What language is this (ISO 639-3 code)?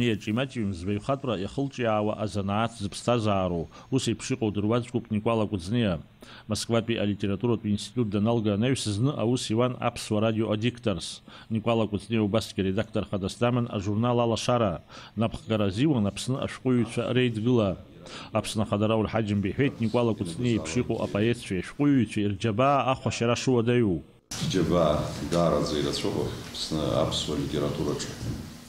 abk